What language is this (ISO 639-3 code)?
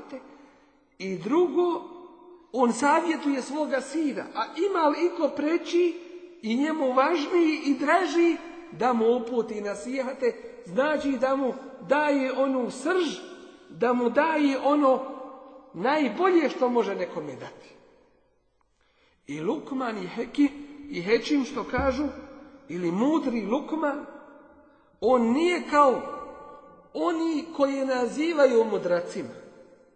bos